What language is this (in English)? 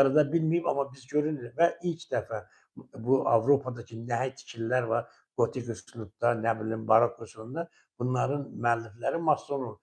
Azerbaijani